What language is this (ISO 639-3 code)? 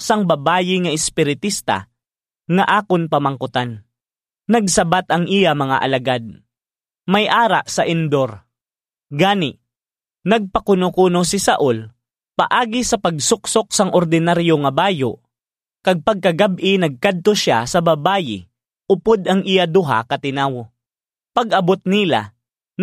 hil